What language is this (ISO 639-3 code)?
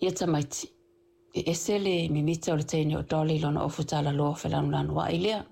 smo